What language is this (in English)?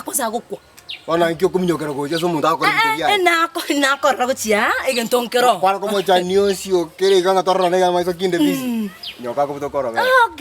Gusii